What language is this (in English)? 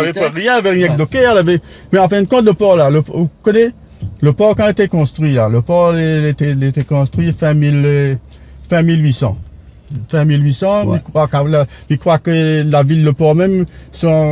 Réunion Creole French